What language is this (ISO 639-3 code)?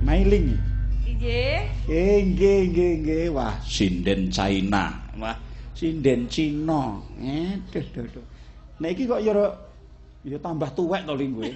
jav